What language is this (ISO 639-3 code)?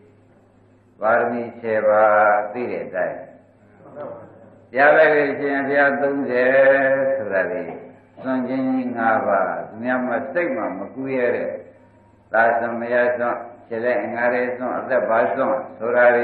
mya